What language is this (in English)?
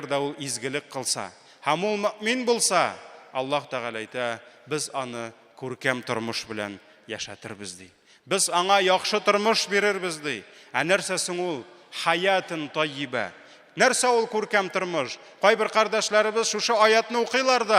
Tatar